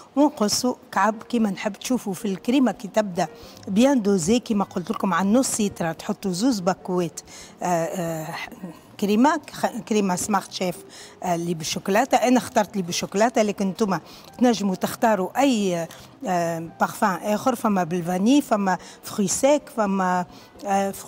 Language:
Tunisian Arabic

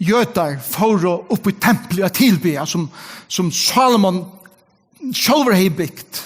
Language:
Faroese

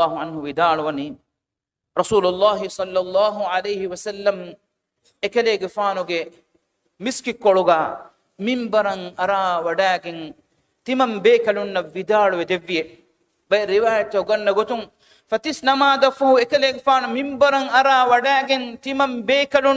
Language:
Divehi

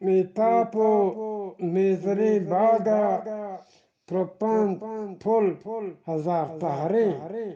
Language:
Eastern Balochi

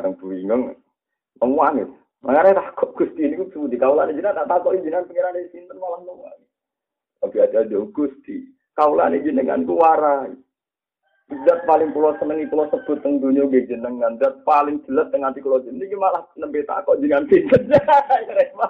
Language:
Javanese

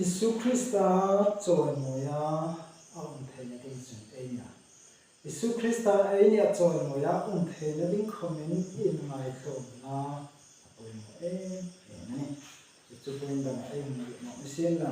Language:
Hmar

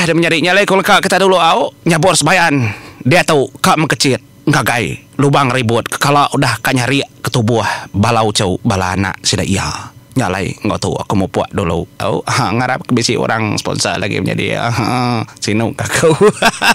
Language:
Iban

